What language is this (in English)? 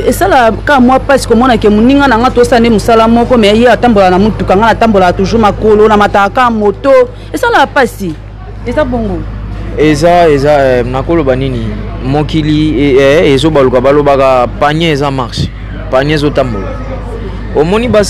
Lingala